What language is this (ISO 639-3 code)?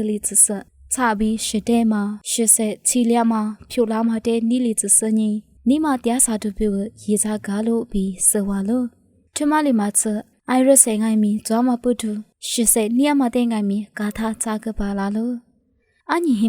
lis